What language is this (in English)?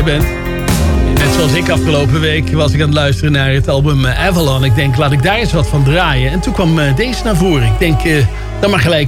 Dutch